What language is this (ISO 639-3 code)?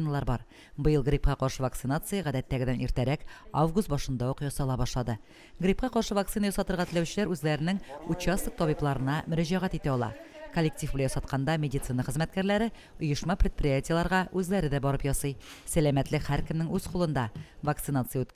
tat